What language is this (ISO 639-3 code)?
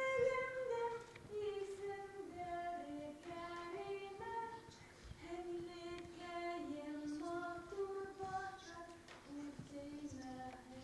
bak